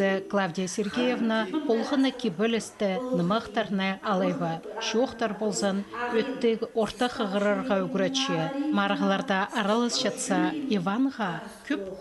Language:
Khakas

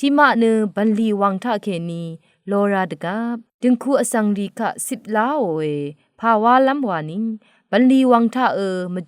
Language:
Rawang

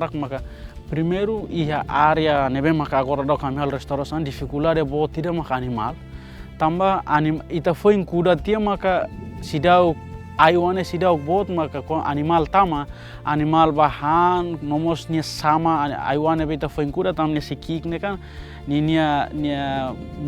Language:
Tetum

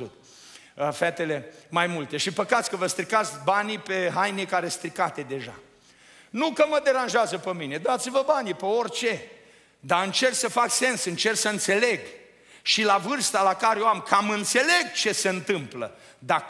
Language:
Romanian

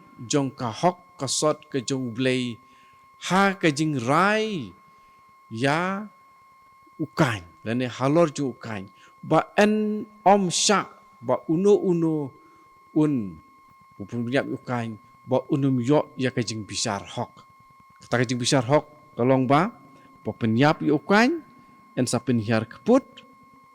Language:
Khasi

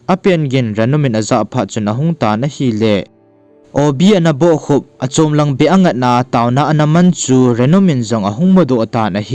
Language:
Thado Chin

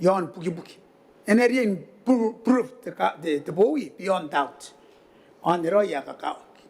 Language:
Gilbertese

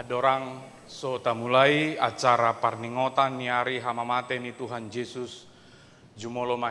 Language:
Batak Toba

